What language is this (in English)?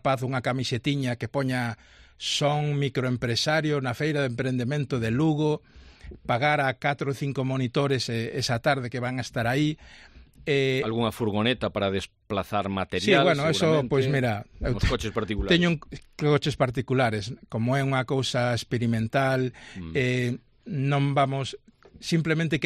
Galician